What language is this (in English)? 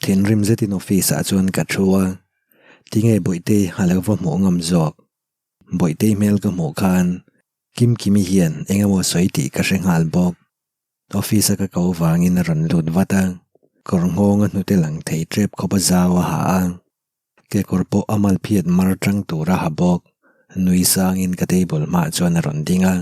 Mizo